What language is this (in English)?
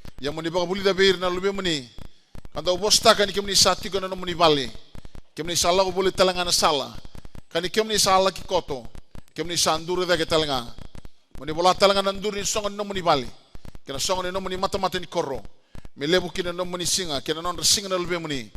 Fijian